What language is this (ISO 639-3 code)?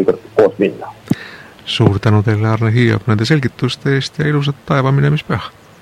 est